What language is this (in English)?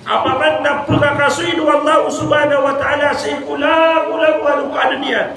Maranao